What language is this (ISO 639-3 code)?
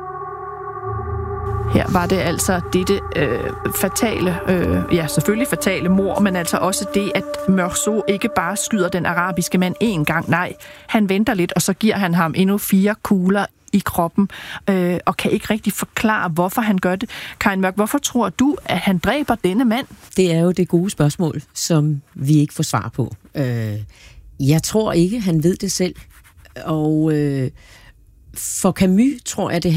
dan